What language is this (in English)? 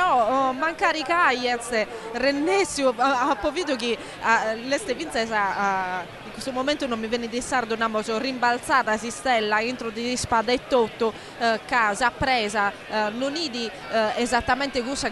Sardinian